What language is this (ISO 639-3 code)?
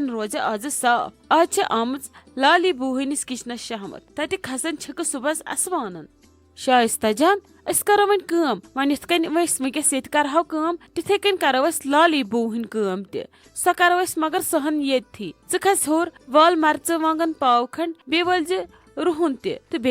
kas